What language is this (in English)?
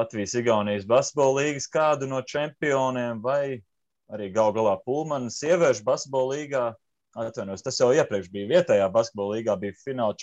Latvian